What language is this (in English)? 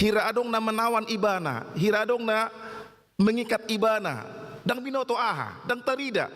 Batak Toba